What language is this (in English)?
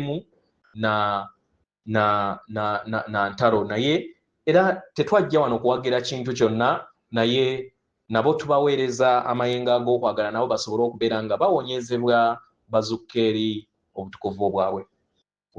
Ganda